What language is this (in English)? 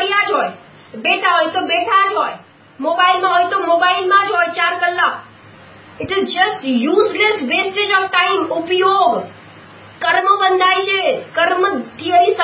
Gujarati